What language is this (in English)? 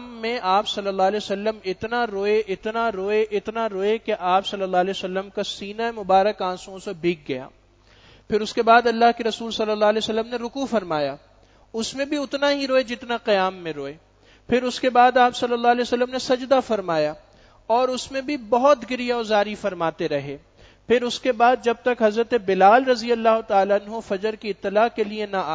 Urdu